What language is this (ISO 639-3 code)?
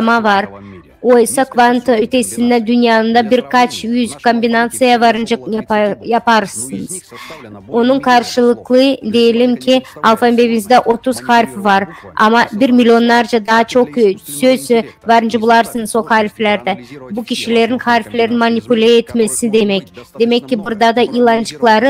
gag